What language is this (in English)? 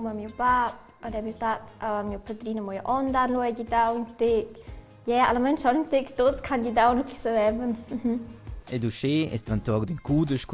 Romansh